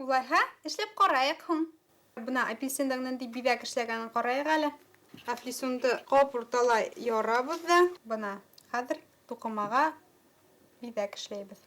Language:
Bashkir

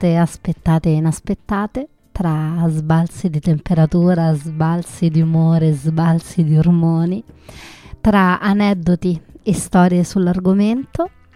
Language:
Italian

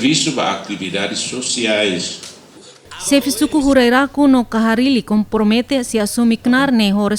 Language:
Tetum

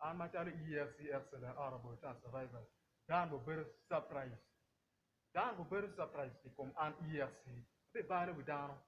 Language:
Acoli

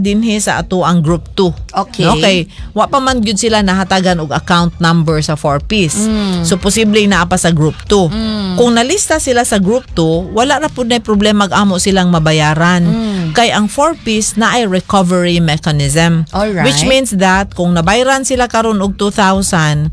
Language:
Cebuano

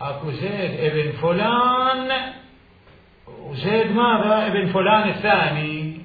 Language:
Mesopotamian Arabic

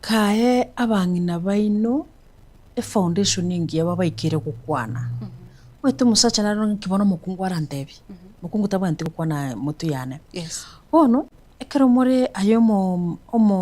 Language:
Gusii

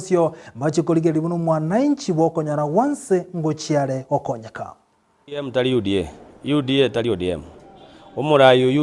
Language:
Gusii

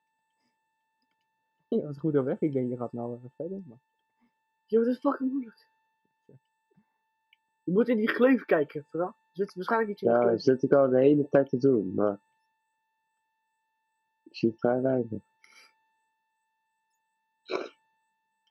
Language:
Dutch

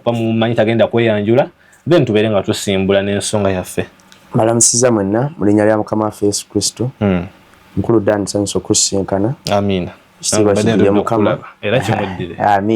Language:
Ganda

